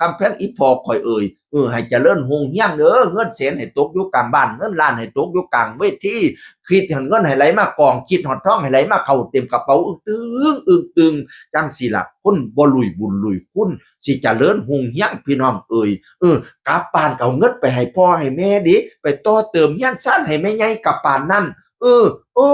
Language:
Northeastern Thai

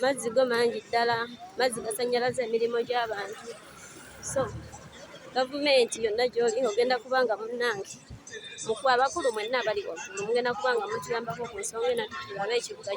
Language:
Ganda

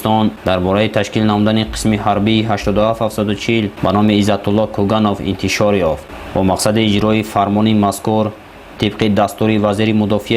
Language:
Tajik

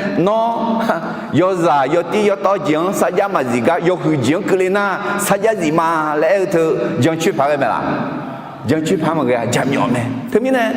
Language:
Akha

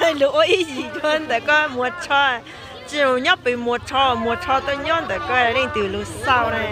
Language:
Hmong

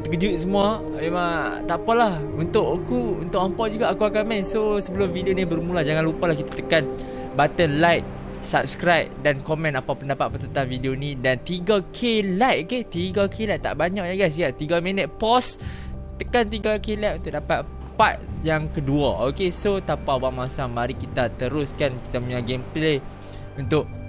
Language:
Malay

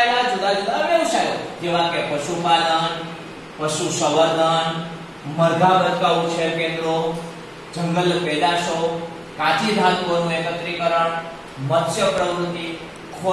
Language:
Gujarati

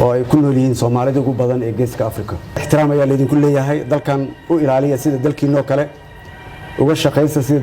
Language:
Somali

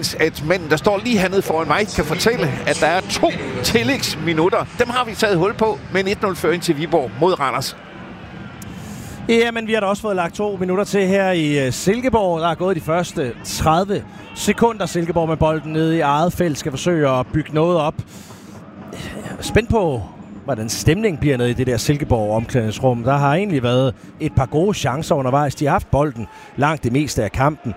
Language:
Danish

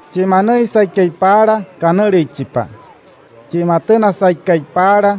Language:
Wayuu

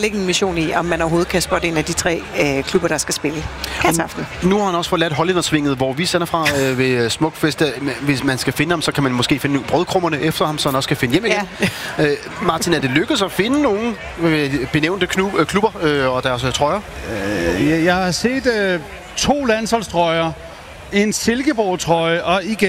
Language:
Danish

